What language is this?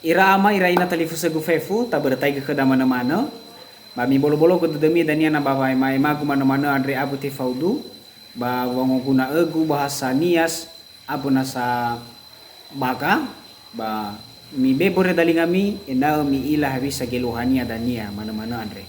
Nias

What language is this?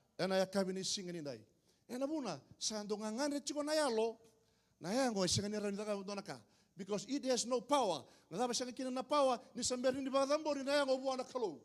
Fijian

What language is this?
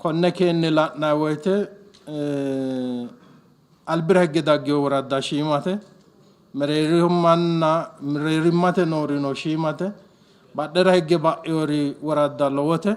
Sidamo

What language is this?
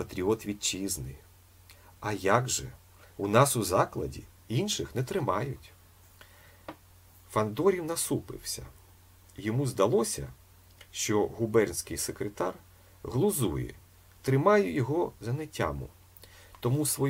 Ukrainian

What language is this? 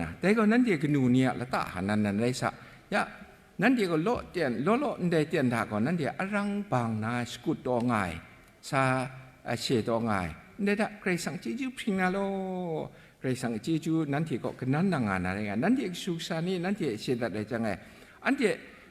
Kachin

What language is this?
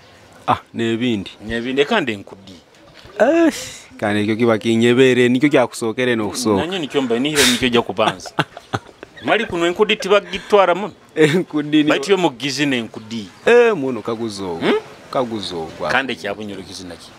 Nyoro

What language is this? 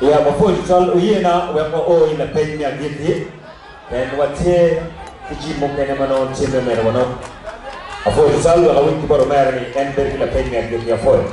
Acoli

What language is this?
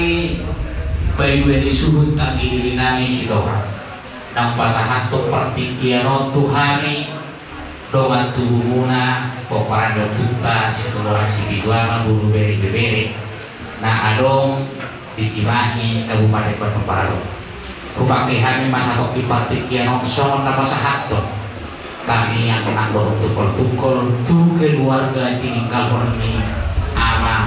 Batak Toba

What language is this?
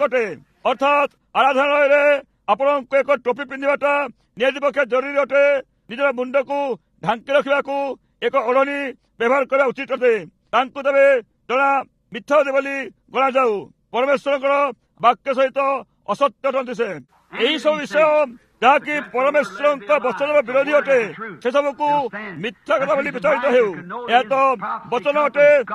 Odia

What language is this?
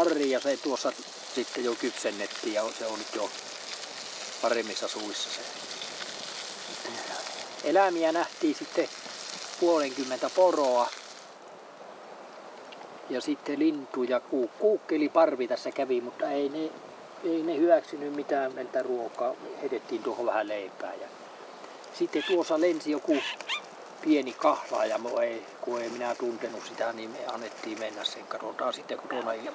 Finnish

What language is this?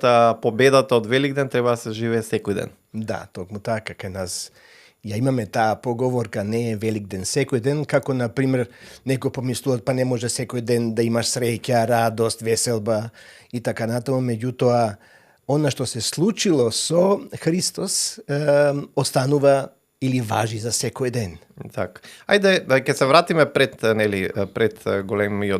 Macedonian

